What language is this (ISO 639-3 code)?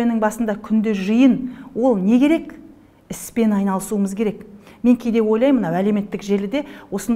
kaz